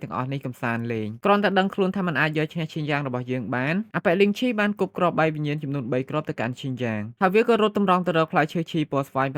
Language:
Khmer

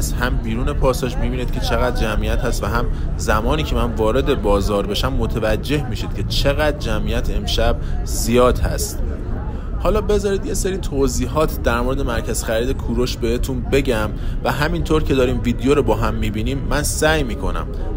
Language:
Persian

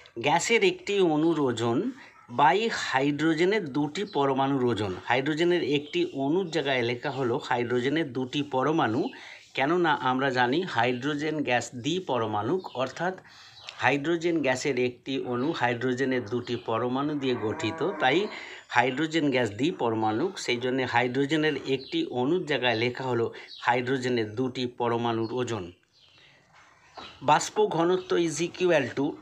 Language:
Bangla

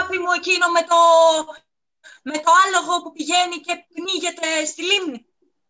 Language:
Greek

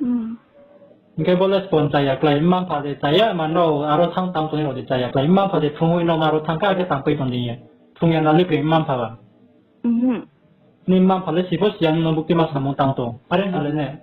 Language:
Riang (India)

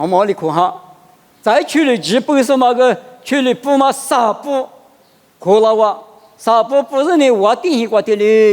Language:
Lisu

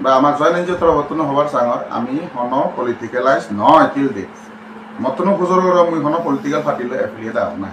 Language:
Chakma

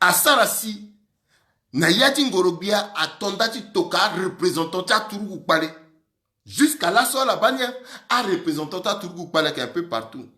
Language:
Sango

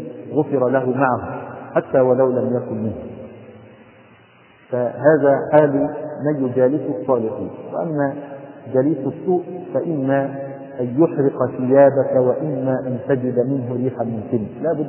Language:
Arabic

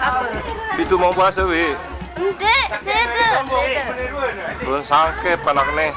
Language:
Sasak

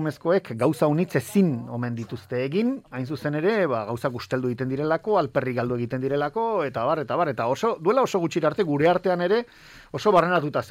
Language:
Basque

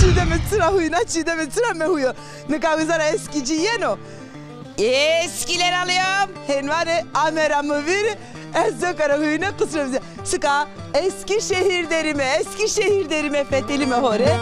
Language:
Zaza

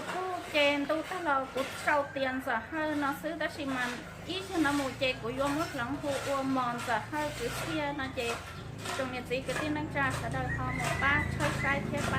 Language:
Hmong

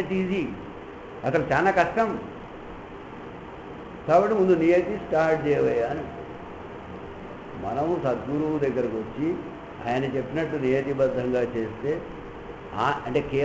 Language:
Telugu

